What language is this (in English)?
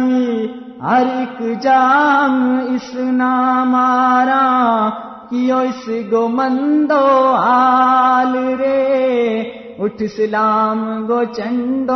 Gujari